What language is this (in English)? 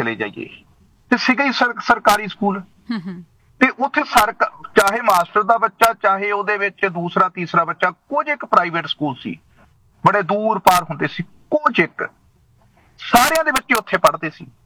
Punjabi